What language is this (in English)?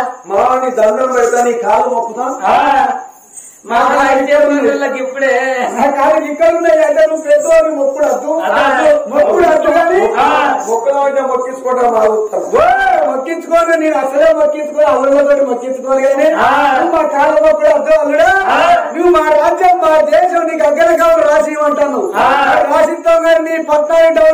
Telugu